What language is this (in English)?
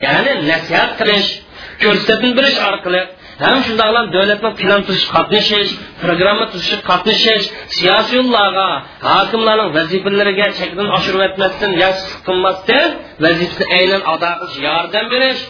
Uyghur